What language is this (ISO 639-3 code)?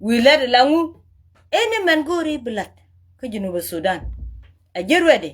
nus